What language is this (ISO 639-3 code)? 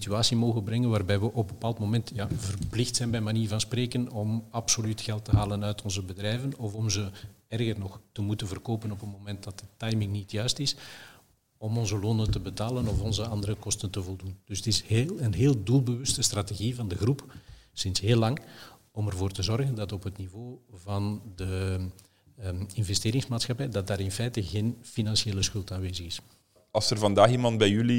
nld